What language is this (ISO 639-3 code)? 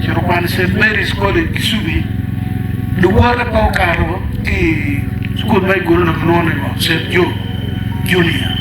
ach